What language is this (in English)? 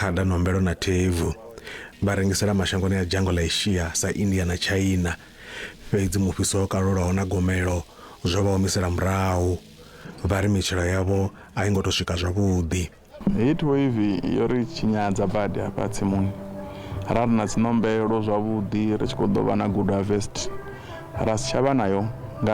Venda